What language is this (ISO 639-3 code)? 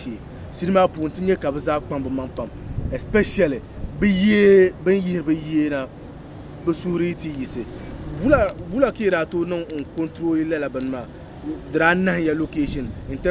dag